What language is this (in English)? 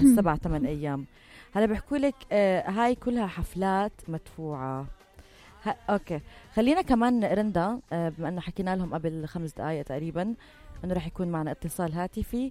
North Levantine Arabic